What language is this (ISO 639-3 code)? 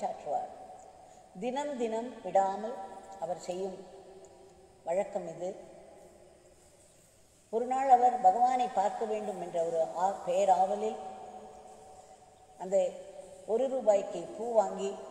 tam